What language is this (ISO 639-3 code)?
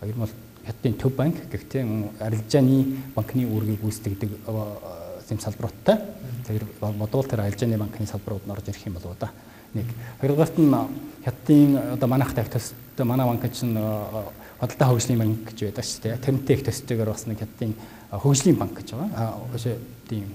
mon